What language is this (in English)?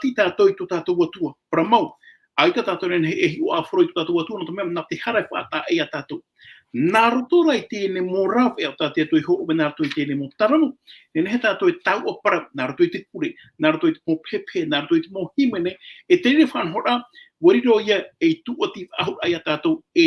Tahitian